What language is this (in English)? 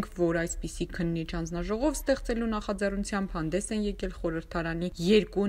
Armenian